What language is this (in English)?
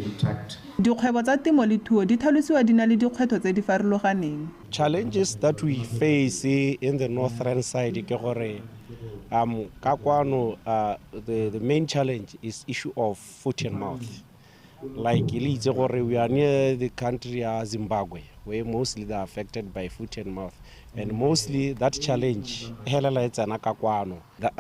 Tswana